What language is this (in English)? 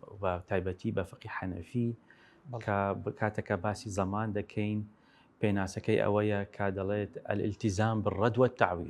Central Kurdish